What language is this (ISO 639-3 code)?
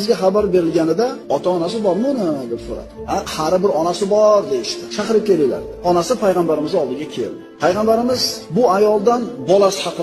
uzb